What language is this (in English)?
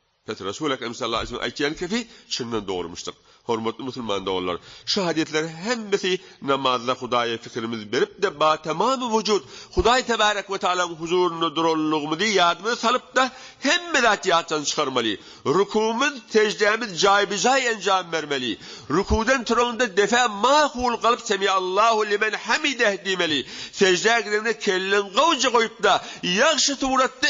Turkmen